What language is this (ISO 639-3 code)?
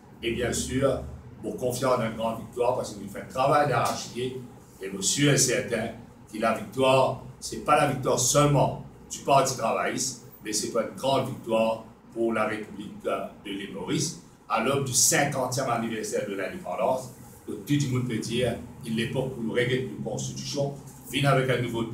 mfe